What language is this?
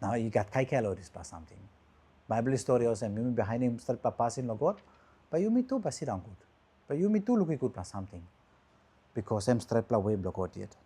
Tok Pisin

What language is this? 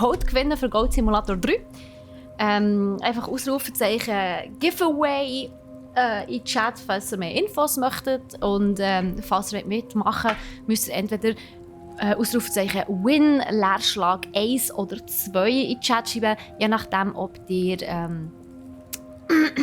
Swiss German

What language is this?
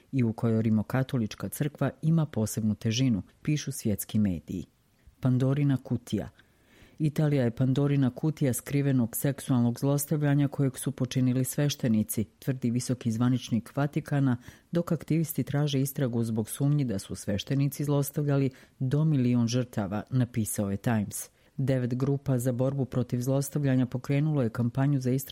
Serbian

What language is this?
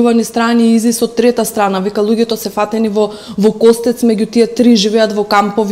Macedonian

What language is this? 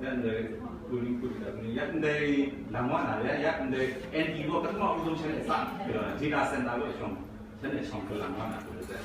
Kachin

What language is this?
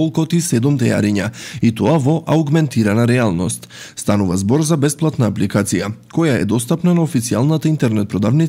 Macedonian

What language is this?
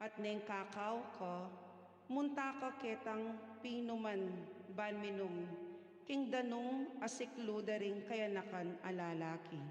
Pampanga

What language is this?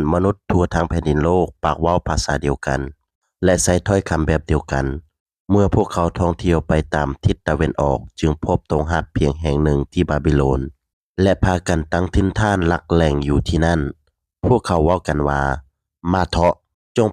Lao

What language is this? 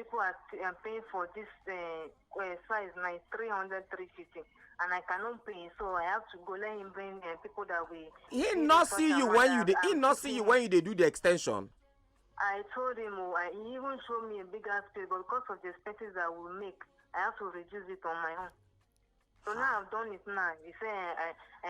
Nigerian Pidgin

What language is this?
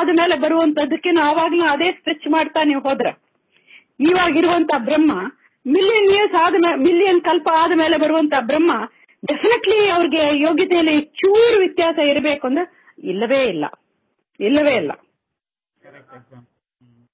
Kannada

